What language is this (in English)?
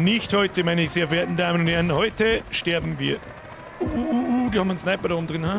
Bavarian